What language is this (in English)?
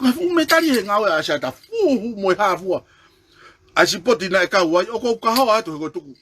Tongan